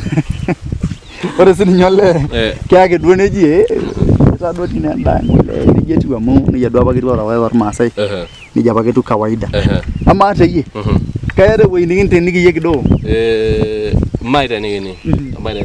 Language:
Masai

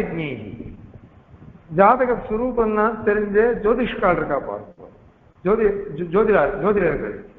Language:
Tamil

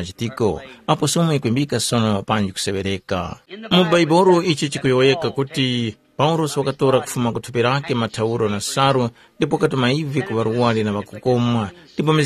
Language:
Tumbuka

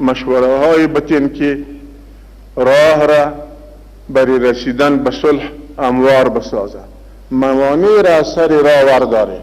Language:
Pashto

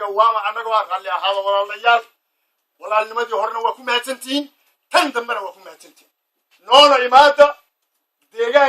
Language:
Somali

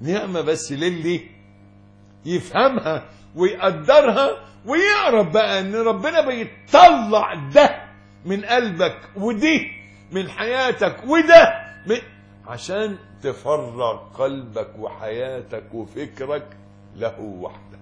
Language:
Egyptian Arabic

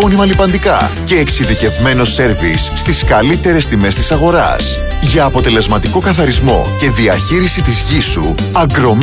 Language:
Greek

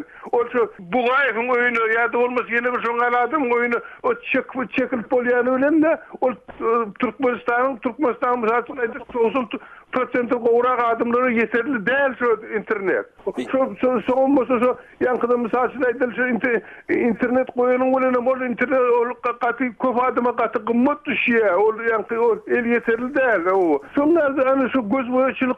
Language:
Turkmen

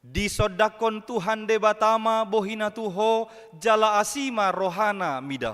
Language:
Batak Toba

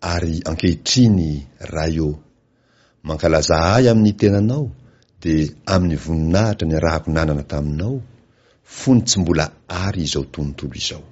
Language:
Malagasy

